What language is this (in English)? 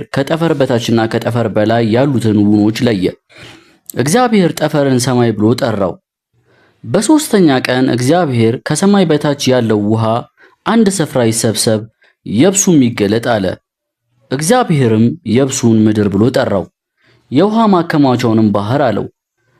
Amharic